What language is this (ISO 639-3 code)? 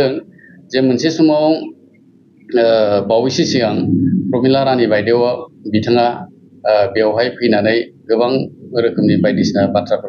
brx